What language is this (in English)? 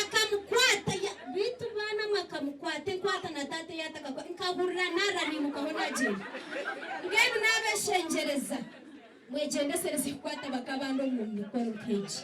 Nyankole